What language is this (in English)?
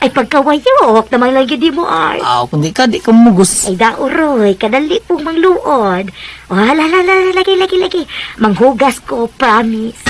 Cebuano